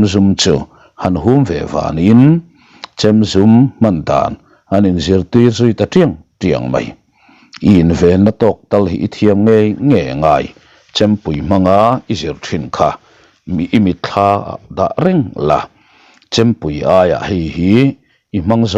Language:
Mizo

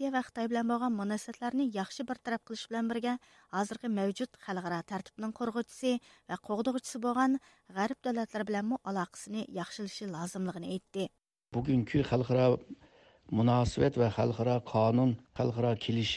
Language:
Uyghur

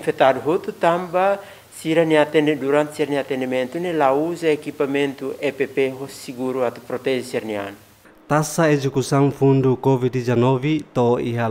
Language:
Tetum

